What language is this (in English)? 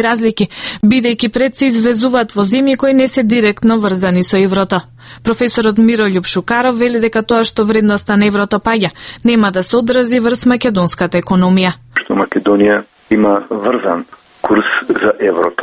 Macedonian